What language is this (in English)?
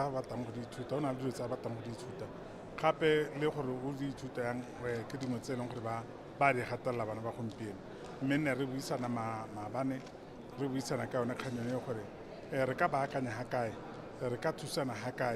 Tswana